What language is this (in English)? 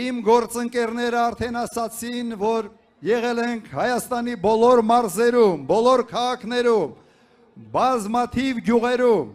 Armenian